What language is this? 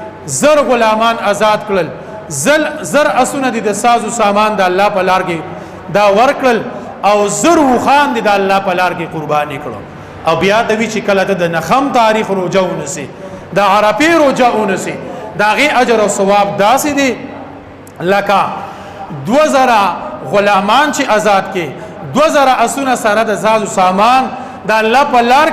Pashto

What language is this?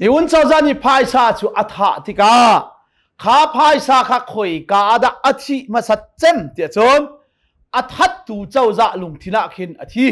Hakha Chin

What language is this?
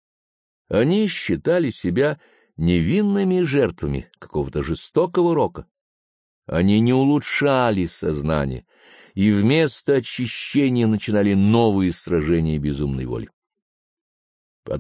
Russian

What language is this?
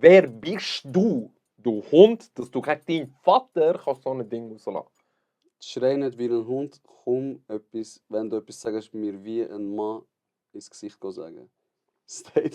Swiss German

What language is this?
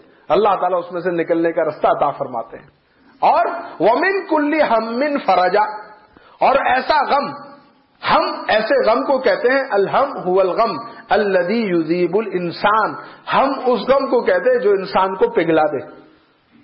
Urdu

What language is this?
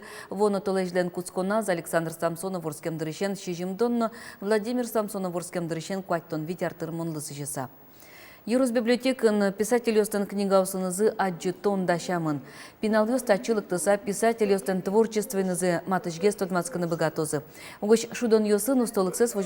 Udmurt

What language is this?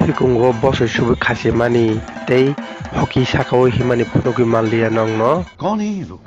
Kok Borok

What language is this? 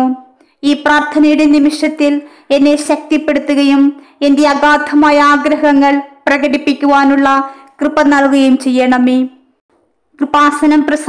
Malayalam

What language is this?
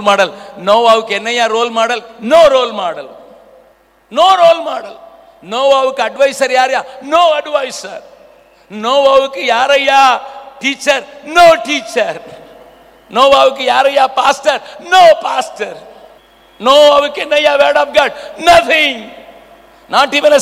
Tamil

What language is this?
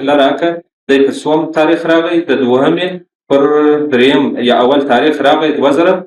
Pashto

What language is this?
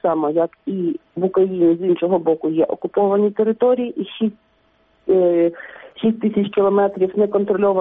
Ukrainian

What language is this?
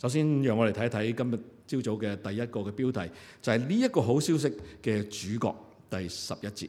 Cantonese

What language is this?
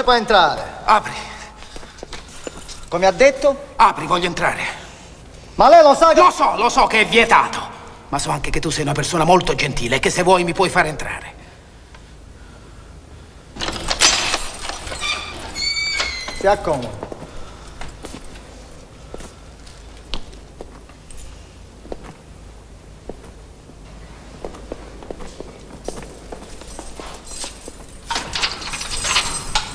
Italian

